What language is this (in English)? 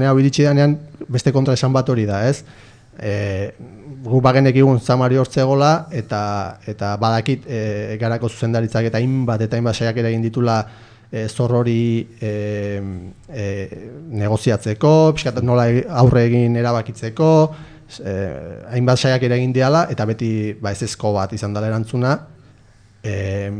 Basque